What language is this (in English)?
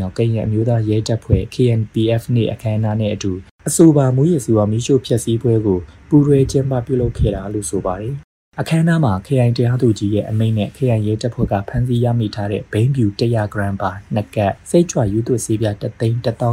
Burmese